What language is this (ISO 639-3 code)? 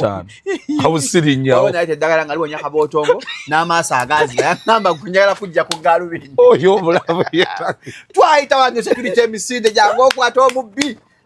lug